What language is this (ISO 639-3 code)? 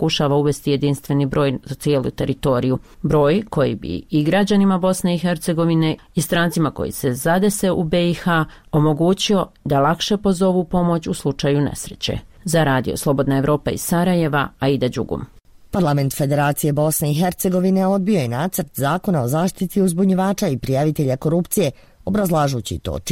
bos